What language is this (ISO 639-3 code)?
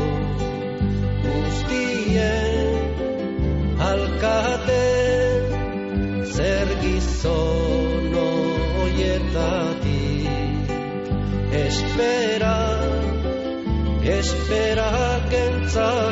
eus